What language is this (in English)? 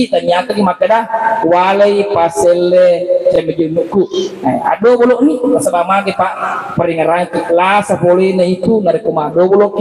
Buginese